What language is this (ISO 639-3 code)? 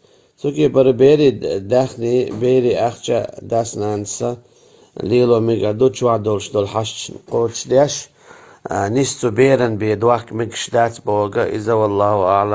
che